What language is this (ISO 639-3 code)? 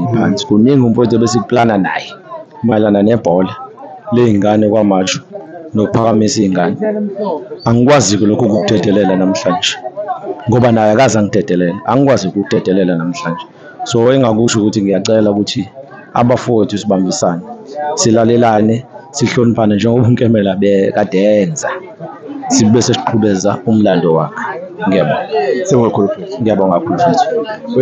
zul